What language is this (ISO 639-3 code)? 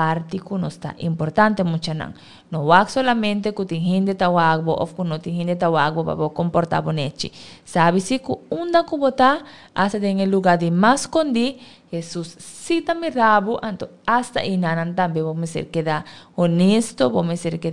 pap